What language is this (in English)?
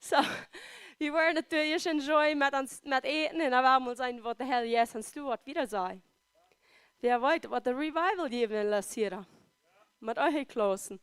Plautdietsch